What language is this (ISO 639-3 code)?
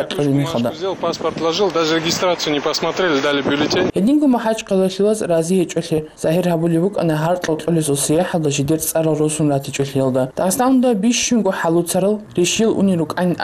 ava